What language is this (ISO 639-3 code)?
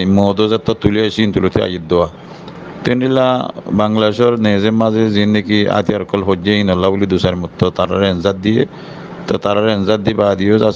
rhg